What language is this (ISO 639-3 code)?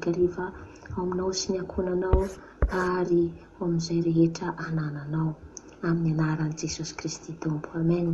mlg